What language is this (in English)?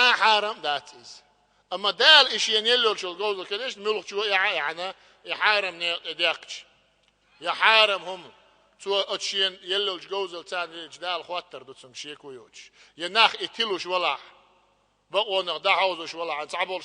Chechen